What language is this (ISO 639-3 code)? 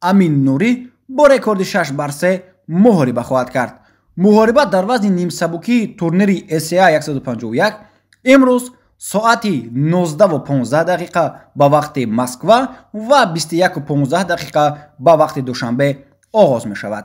tgk